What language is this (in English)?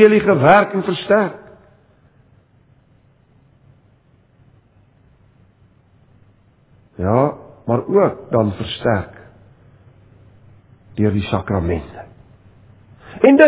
Afrikaans